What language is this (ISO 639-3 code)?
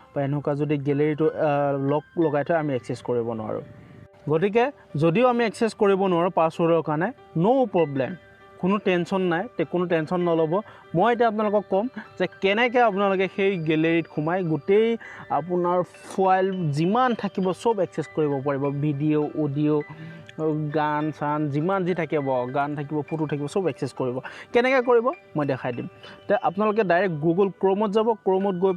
asm